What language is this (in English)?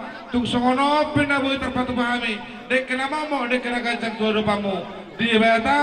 Batak Toba